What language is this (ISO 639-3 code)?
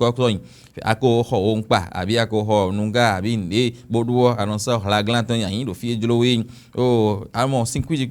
fon